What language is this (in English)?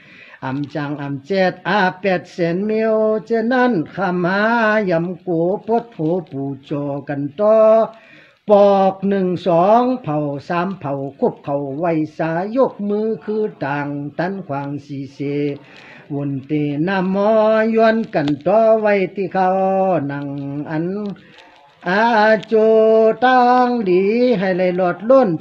Shan